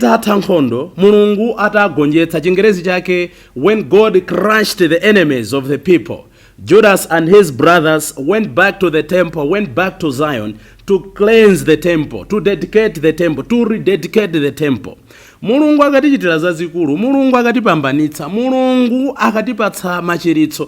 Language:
Nyanja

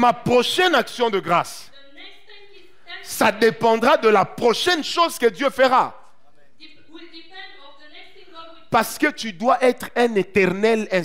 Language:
French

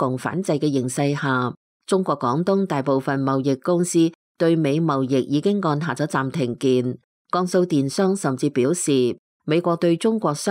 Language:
Cantonese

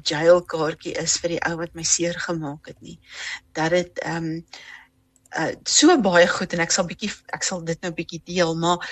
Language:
Afrikaans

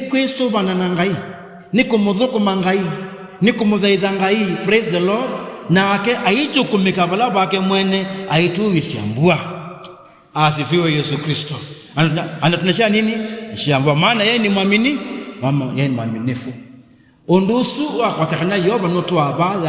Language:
Kamba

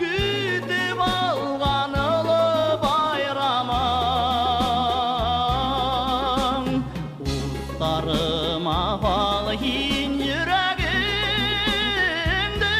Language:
Bashkir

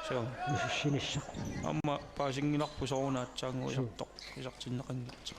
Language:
Kalaallisut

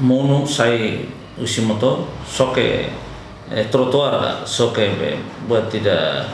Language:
Tetum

